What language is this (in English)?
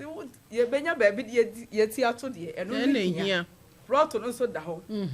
Akan